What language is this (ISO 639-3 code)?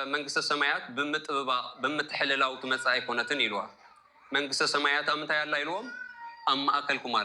tir